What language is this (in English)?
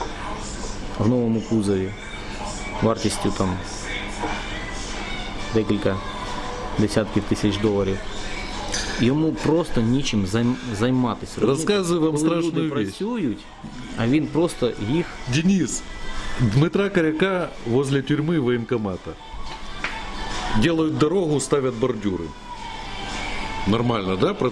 Ukrainian